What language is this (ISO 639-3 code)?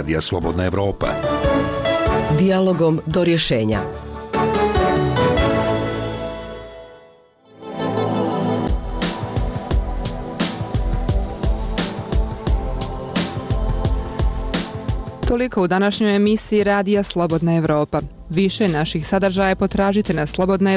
bos